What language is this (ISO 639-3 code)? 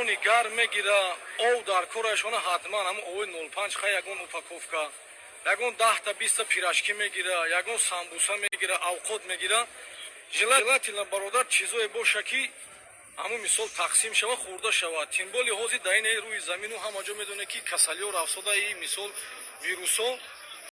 tgk